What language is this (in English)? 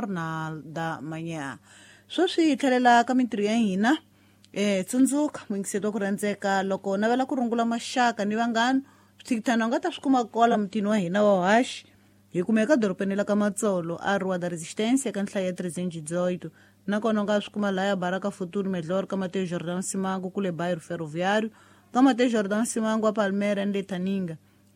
Tsonga